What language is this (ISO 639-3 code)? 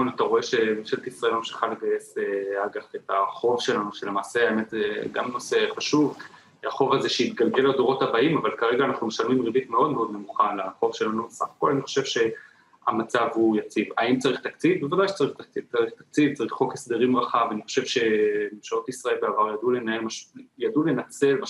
heb